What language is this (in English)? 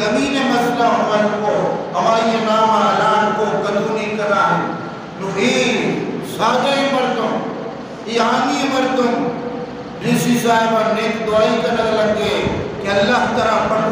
Eastern Balochi